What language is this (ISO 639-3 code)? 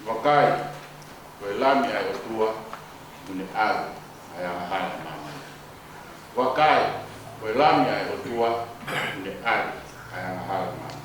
ton